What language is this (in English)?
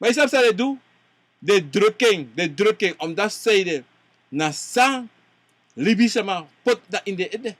Sranan Tongo